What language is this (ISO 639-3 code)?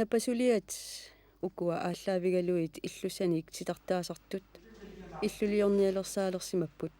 kal